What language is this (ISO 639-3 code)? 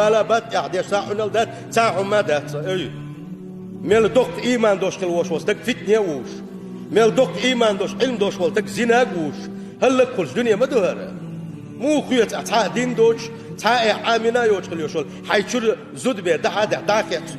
che